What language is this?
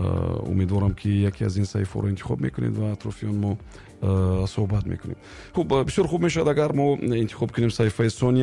Tajik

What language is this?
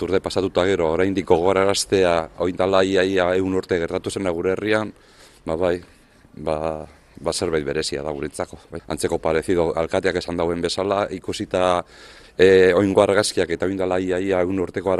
Basque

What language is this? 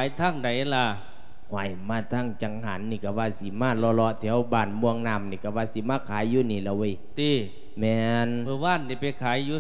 Lao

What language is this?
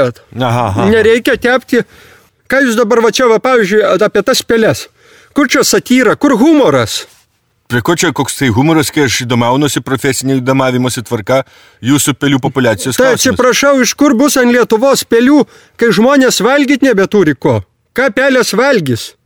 Lithuanian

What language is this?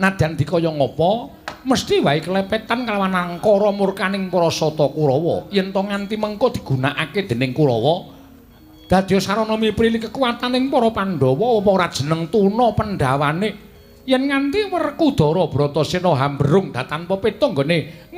Javanese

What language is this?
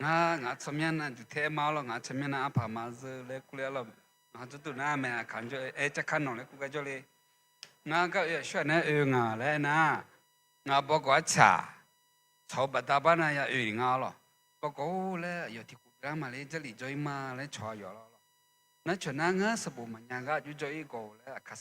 Akha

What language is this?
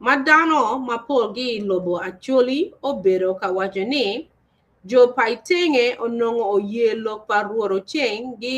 Acoli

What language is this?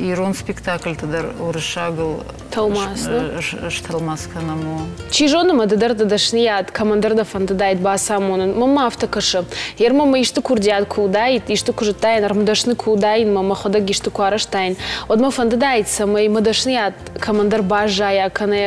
Ossetic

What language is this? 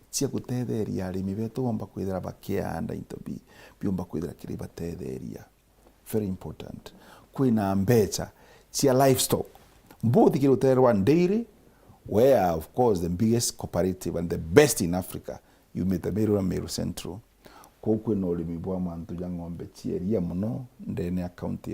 Meru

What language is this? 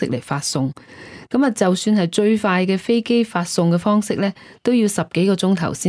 Cantonese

